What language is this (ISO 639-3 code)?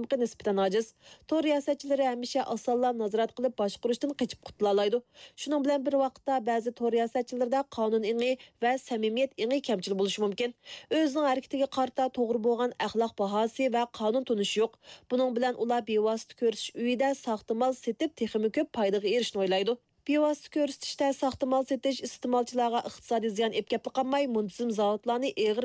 uig